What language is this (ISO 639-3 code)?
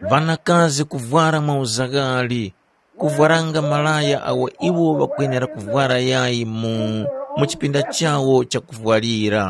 tum